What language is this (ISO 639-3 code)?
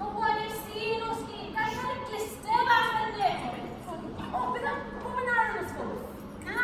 cym